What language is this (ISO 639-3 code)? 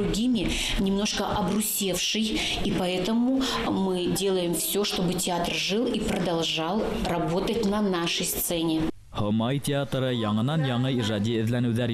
bak